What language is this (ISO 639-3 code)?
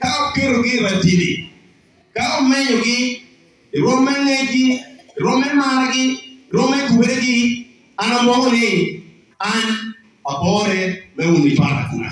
laj